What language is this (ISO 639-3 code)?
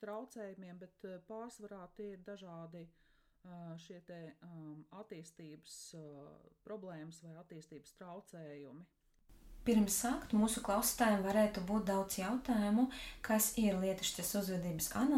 lav